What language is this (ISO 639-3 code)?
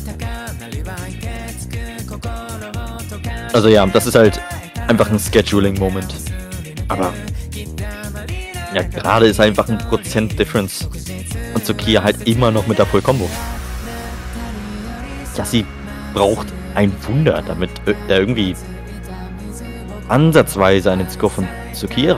deu